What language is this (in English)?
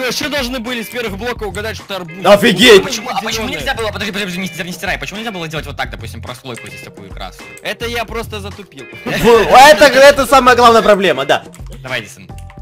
Russian